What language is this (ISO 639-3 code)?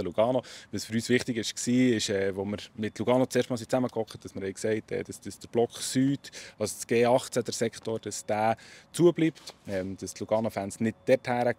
gsw